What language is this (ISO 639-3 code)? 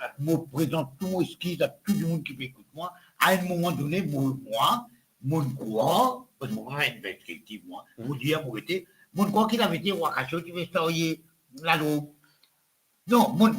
mfe